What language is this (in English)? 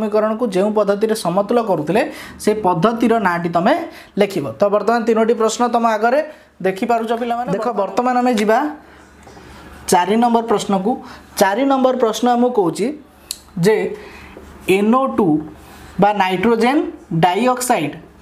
Odia